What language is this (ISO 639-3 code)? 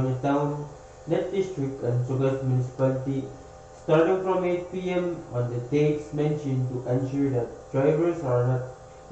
pon